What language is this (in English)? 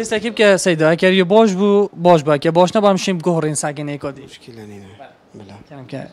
Kurdish